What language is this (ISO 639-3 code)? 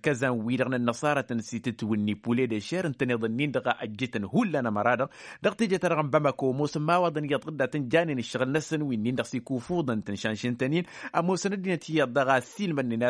taq